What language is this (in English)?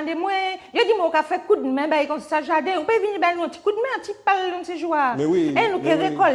Guadeloupean Creole French